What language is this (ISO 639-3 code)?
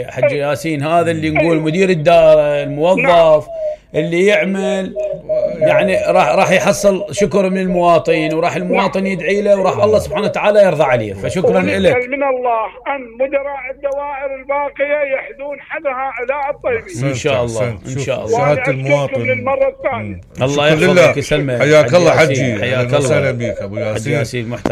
acm